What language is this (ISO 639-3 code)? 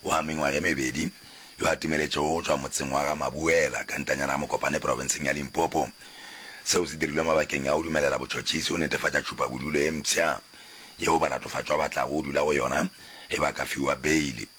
nso